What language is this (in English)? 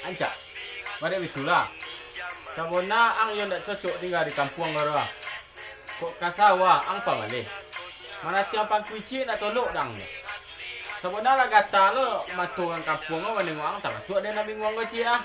Minangkabau